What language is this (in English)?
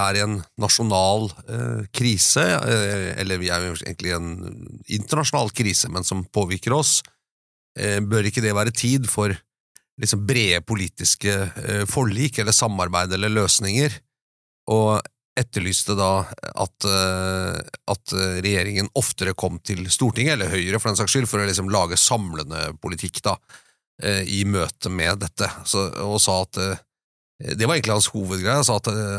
Norwegian